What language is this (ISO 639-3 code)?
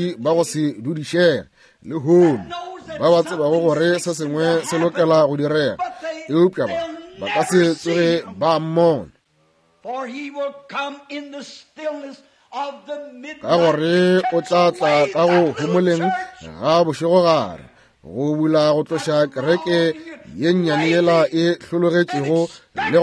nso